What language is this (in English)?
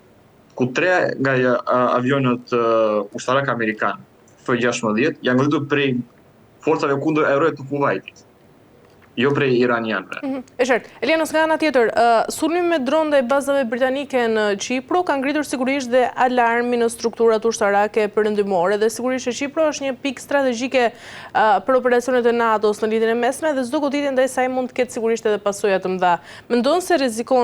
Albanian